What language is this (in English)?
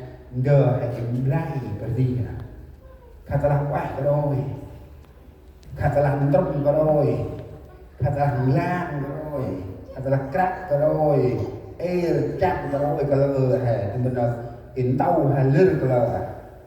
Central Mnong